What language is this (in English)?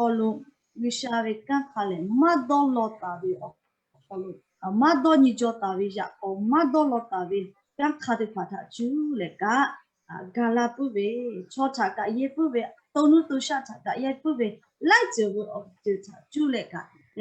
Lahu